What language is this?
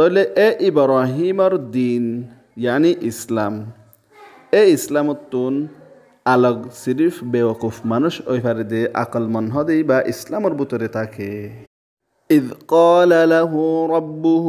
Rohingya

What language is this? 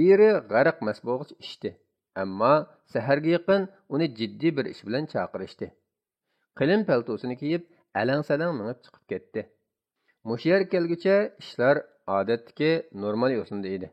Uyghur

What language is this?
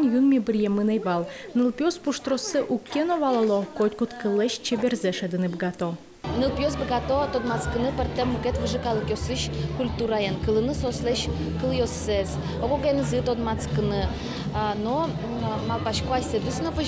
Udmurt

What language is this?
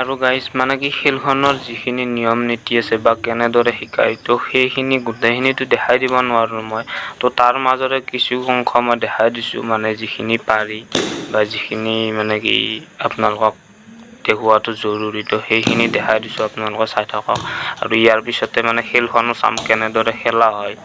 Assamese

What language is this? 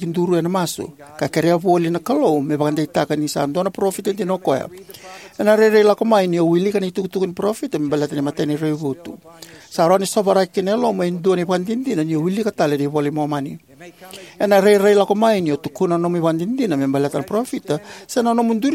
Fijian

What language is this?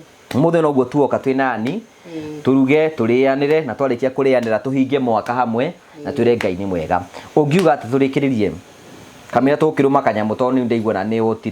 Kikuyu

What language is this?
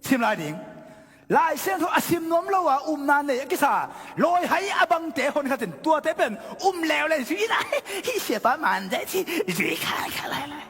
Tedim Chin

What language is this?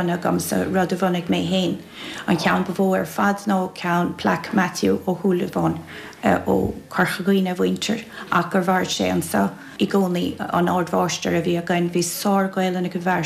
Irish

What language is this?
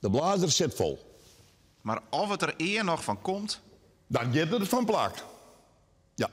Western Frisian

